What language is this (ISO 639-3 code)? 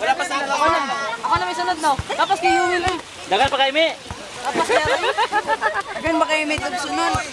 ceb